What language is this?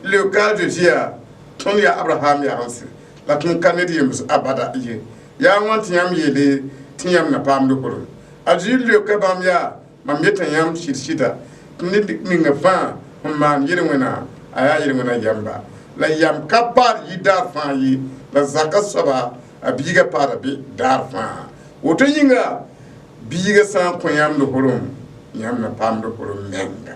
Mossi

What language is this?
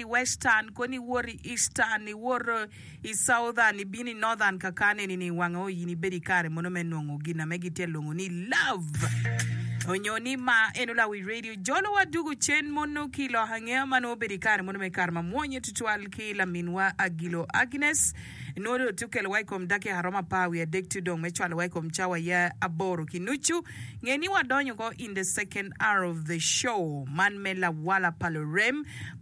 Acoli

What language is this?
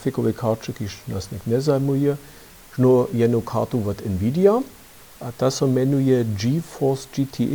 Upper Sorbian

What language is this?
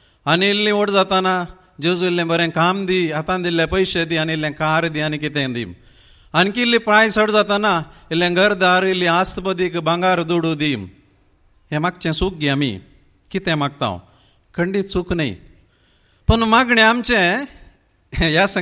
Konkani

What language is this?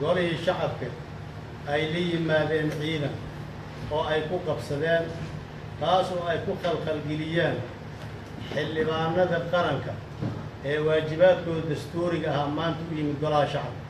Somali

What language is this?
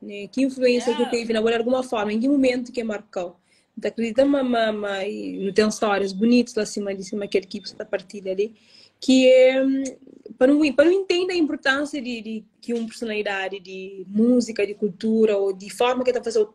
Kabuverdianu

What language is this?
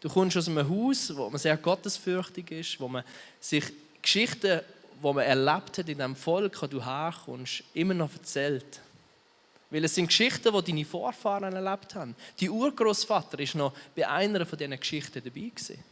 Swiss German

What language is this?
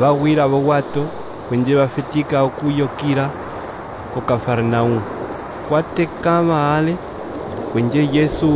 Umbundu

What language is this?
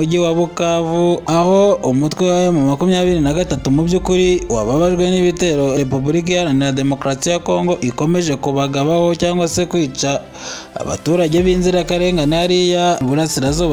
Kinyarwanda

